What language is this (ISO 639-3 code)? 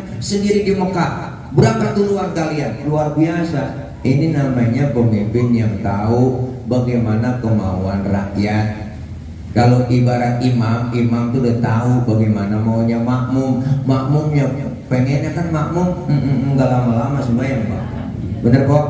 bew